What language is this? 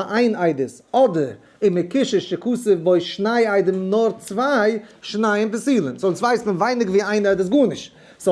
Yiddish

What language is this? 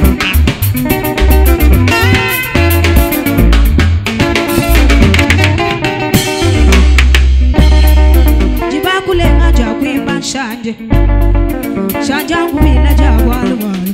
Swahili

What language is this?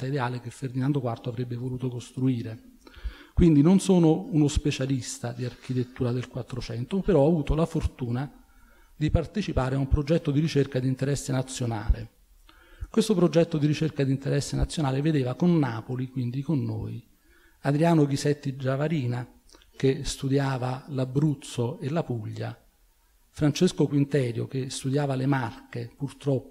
Italian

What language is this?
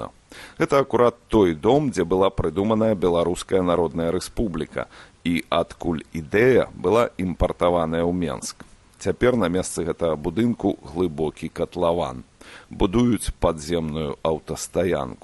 Belarusian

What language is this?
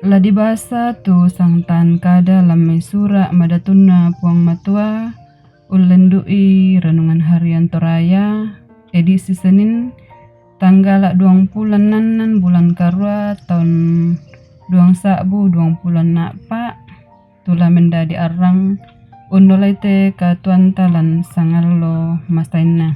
Toraja-Sa'dan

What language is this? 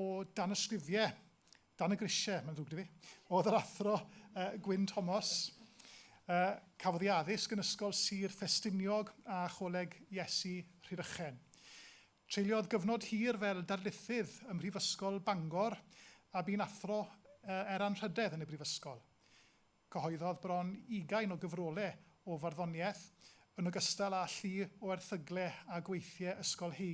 Welsh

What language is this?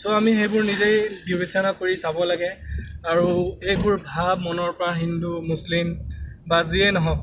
Assamese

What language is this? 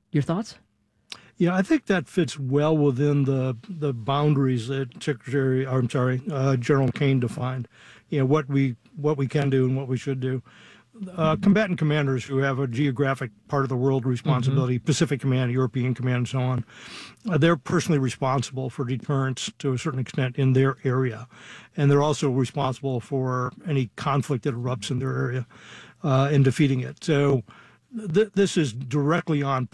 English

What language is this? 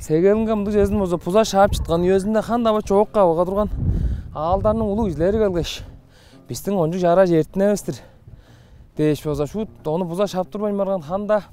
Tuvinian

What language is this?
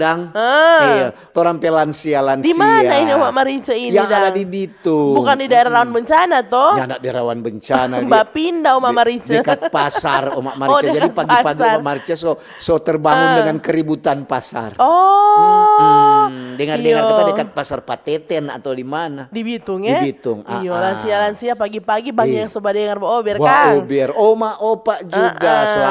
Manado Malay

